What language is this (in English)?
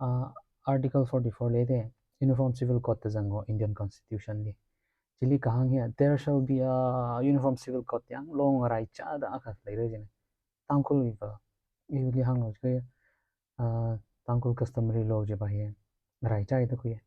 Tangkhul Naga (India)